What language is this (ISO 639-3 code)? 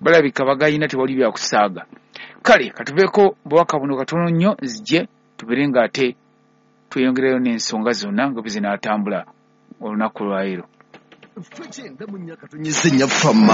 lug